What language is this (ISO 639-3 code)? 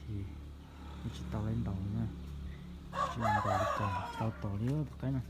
hmn